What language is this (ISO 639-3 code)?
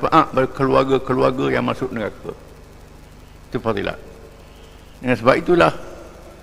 msa